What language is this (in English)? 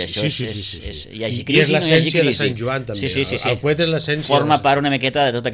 Catalan